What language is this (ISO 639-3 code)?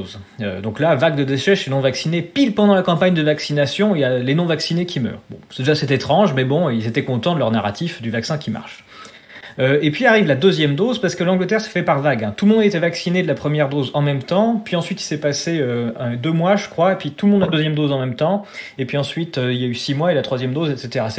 fra